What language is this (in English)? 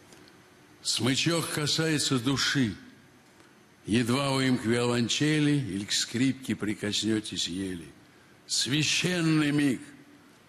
Russian